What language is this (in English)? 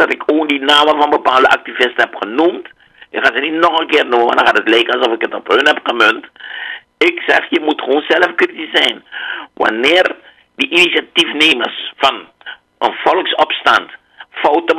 Dutch